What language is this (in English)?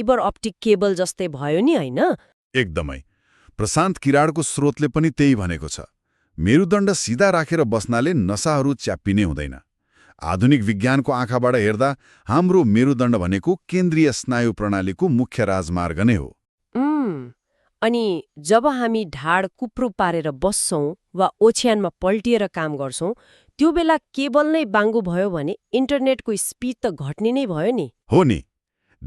Nepali